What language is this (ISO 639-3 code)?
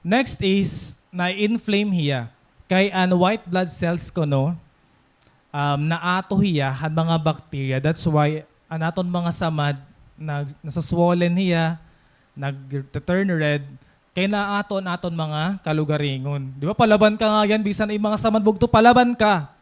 war